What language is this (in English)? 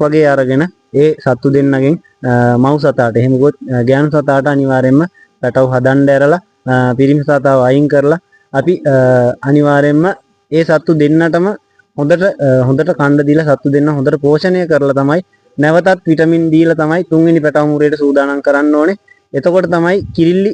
Sinhala